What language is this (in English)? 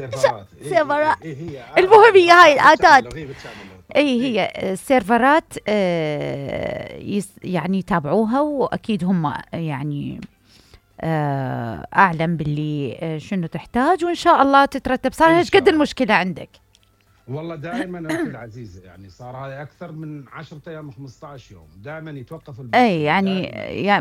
Mesopotamian Arabic